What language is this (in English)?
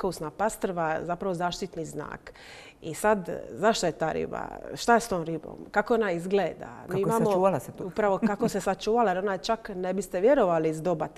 Croatian